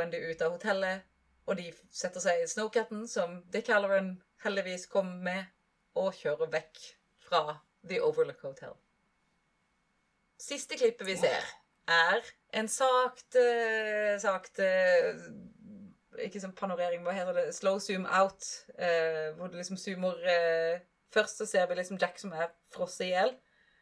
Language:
Norwegian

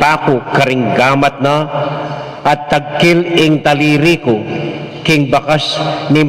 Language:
Pampanga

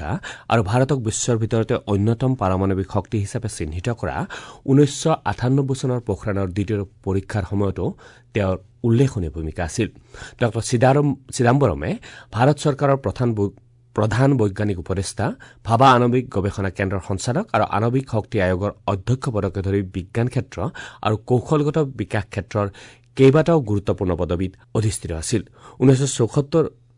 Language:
Assamese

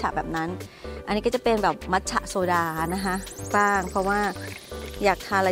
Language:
Thai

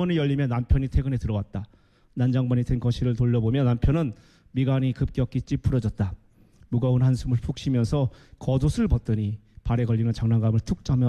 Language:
Korean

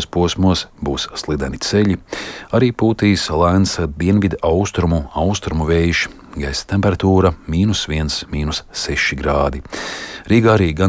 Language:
Latvian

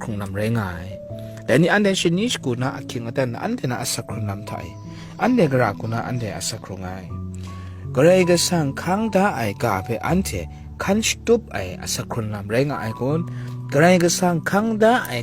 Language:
Kachin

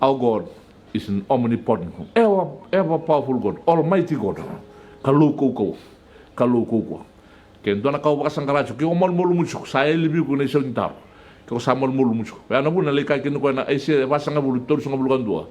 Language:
Fijian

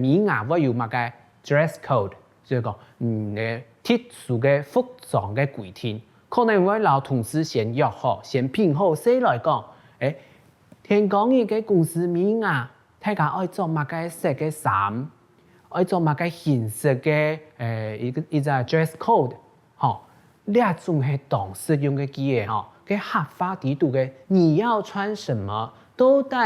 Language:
Hakka Chinese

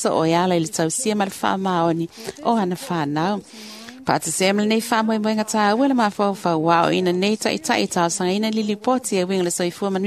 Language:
Samoan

